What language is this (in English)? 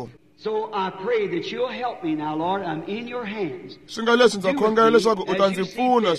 Tsonga